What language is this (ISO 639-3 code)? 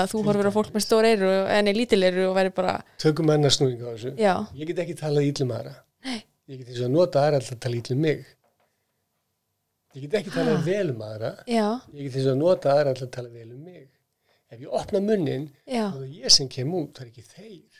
isl